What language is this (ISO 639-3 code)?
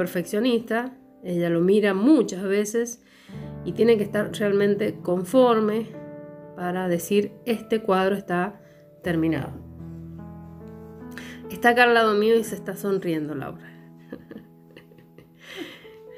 spa